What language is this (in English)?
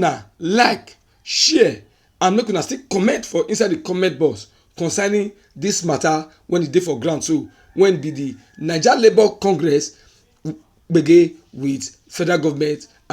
Nigerian Pidgin